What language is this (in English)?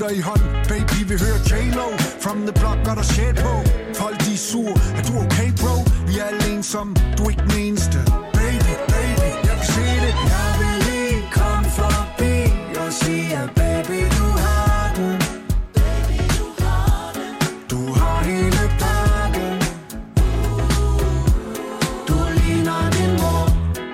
Danish